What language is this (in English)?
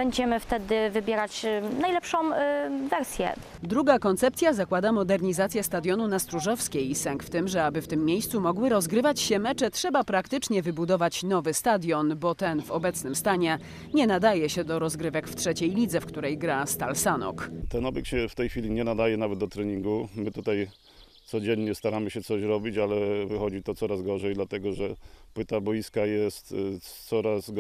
Polish